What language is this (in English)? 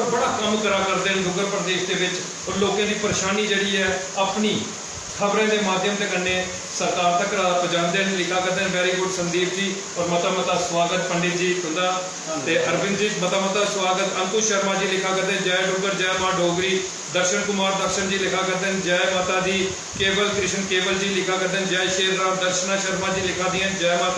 Dogri